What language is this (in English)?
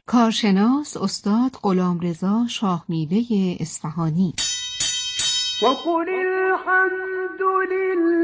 Arabic